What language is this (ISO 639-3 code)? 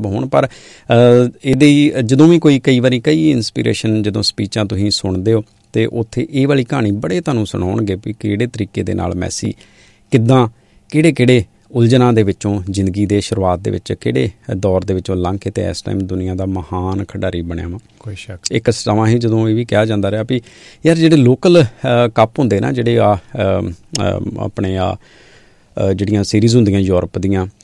pan